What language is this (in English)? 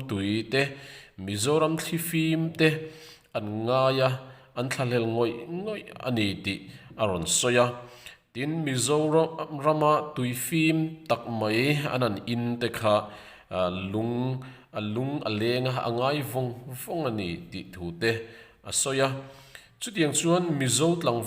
Mizo